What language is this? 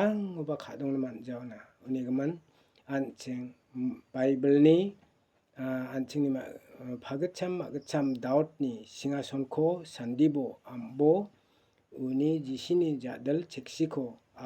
Garo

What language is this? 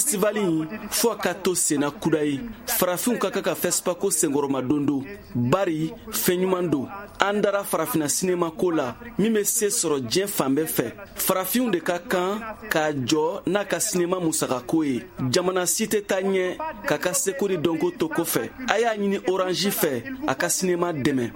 Bambara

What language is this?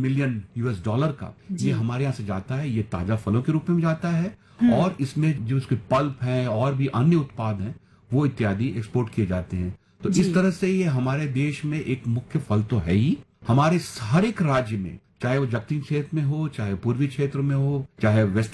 Hindi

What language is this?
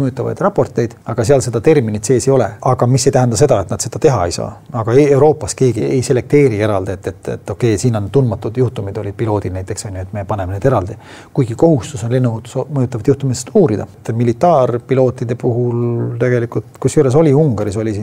Estonian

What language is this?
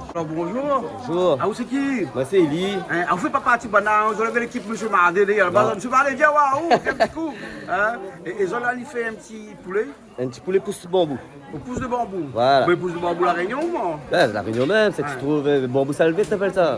Réunion Creole French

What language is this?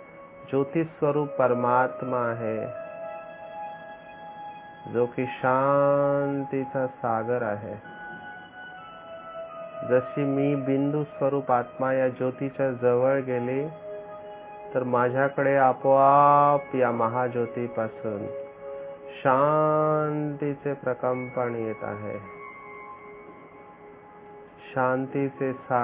Marathi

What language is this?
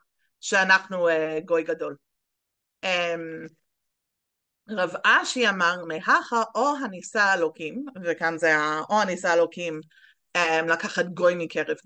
Hebrew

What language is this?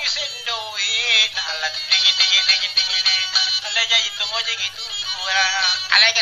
Makasar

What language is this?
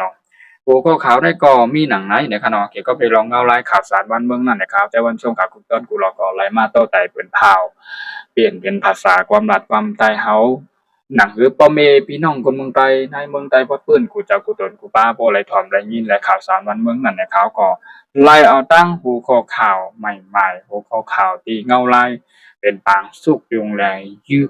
Shan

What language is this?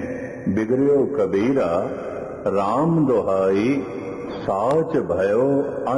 Punjabi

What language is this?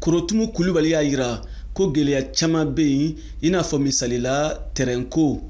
Bambara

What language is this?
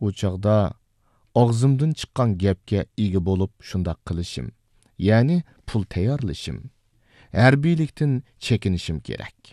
Uyghur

